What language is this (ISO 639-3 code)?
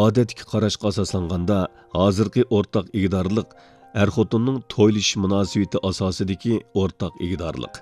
uig